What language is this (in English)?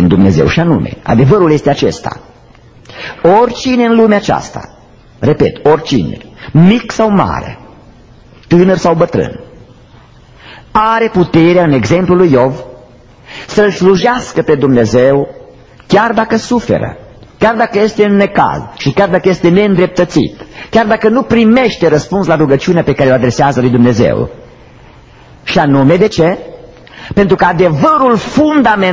Romanian